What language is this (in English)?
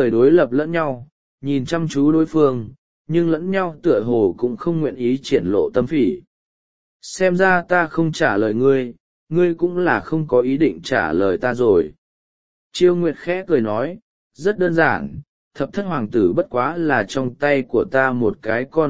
Vietnamese